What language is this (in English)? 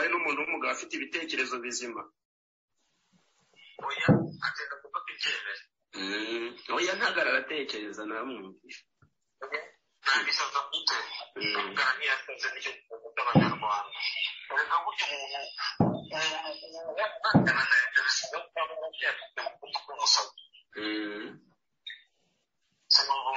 Kinyarwanda